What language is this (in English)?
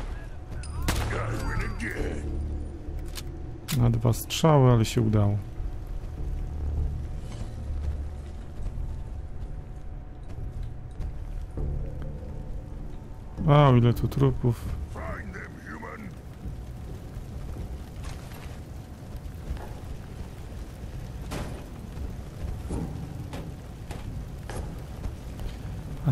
Polish